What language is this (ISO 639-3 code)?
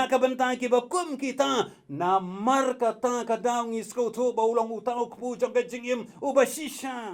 kha